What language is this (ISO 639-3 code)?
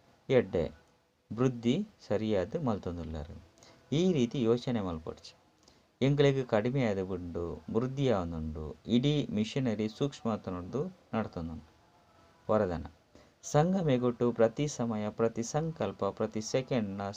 tcy